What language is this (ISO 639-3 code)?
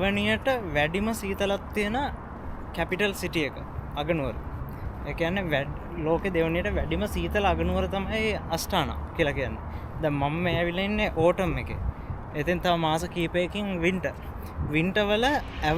sin